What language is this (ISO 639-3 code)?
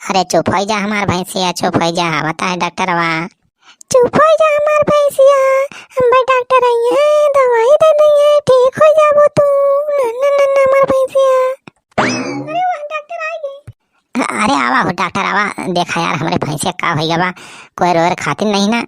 awa